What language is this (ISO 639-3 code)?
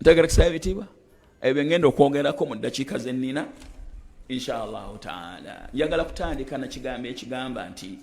lug